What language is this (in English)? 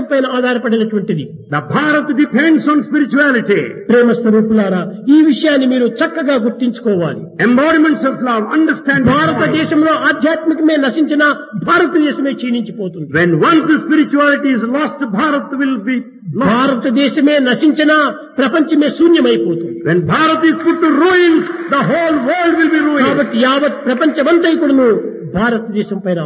Telugu